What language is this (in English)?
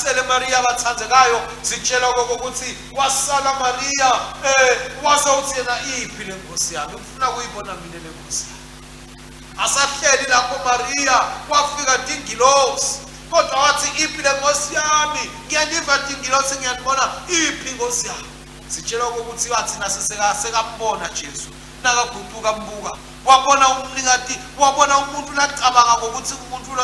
Swati